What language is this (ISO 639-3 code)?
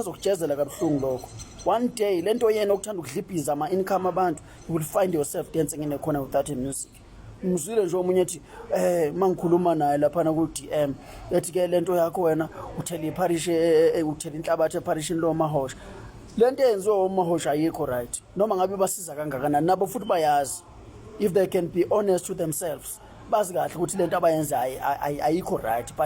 zul